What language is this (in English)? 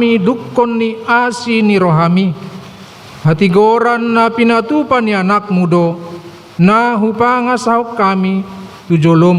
Batak Toba